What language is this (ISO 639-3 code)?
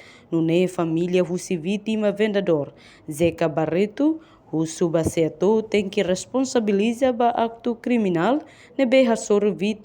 tet